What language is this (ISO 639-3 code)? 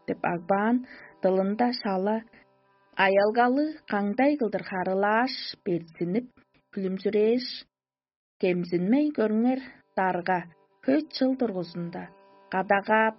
tyv